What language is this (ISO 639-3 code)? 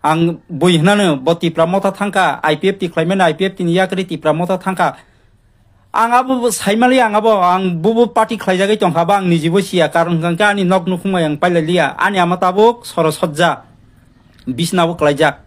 trp